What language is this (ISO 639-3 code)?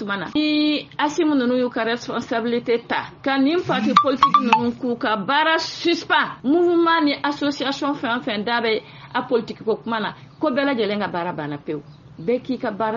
bam